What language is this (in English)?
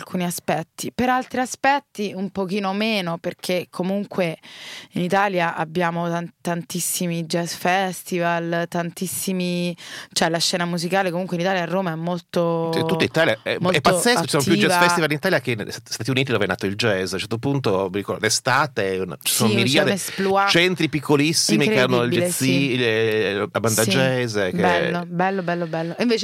Italian